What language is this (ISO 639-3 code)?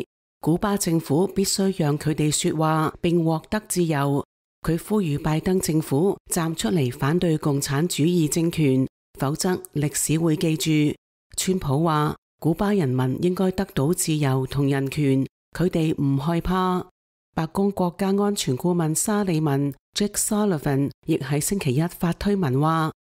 yue